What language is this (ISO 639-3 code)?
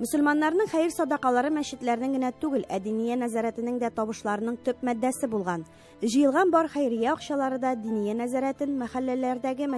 tat